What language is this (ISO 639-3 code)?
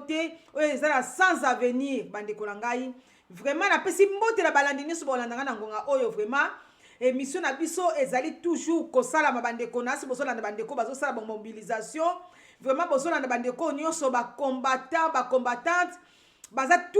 lin